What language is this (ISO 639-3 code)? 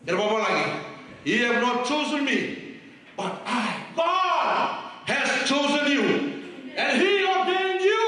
fij